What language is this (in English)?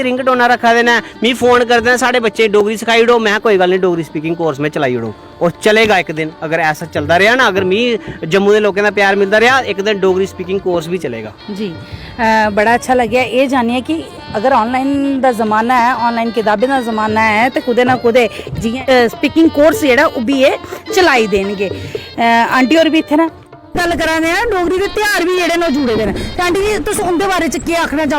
Dogri